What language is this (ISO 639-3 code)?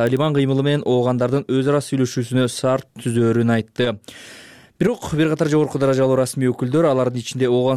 kir